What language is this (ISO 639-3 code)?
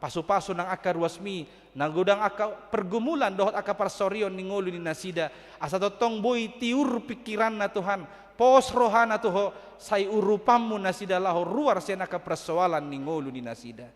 bbc